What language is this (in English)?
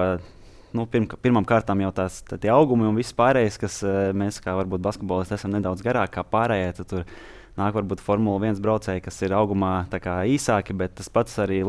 Latvian